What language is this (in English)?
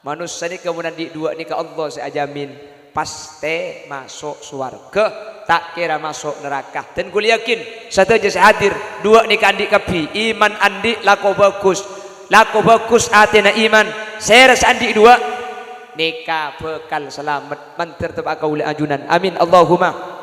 Madurese